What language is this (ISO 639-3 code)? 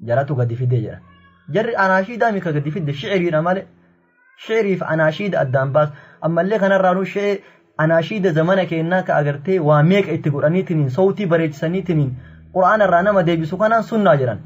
orm